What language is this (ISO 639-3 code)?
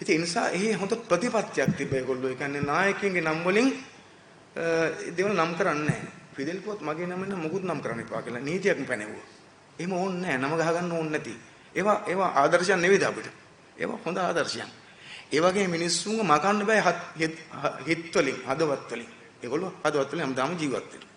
sin